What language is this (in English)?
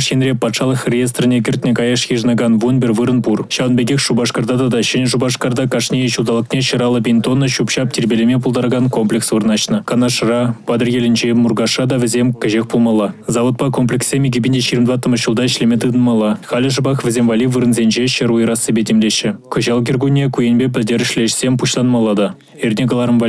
Chuvash